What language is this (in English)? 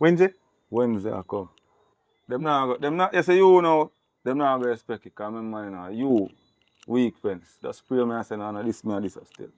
Jamaican Creole English